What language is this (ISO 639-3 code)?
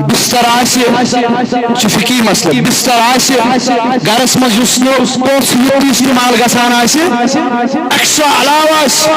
kas